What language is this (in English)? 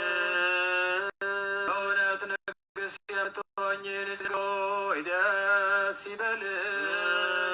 Amharic